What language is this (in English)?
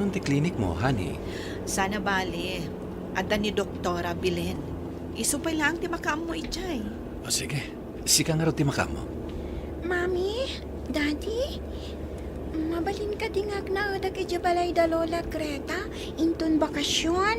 Iloko